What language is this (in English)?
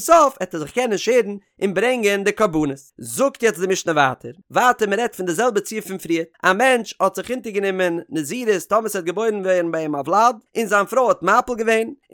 Yiddish